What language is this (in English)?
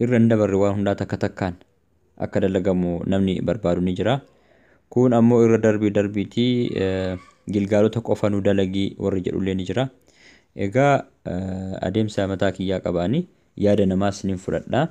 Oromo